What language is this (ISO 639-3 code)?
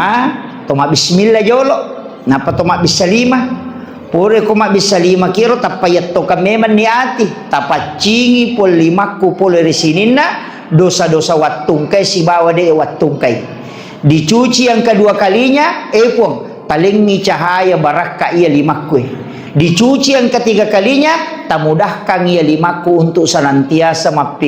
bug